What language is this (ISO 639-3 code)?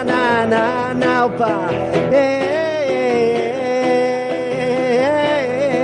heb